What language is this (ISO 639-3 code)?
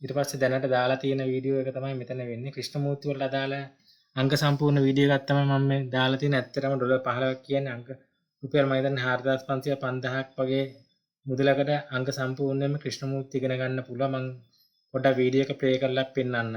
sin